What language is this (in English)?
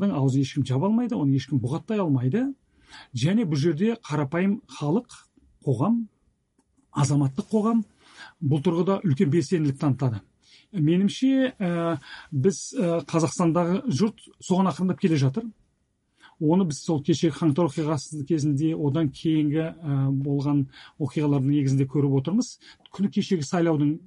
Kazakh